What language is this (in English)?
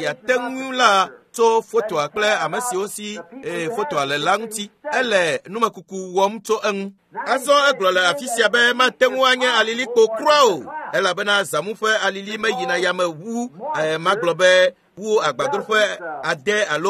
Ewe